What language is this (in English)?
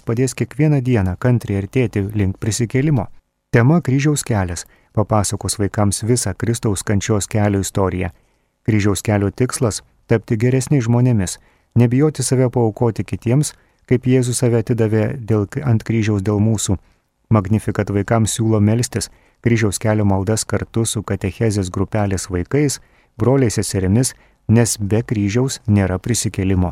Lithuanian